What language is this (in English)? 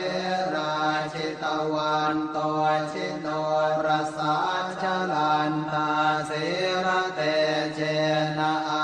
Pali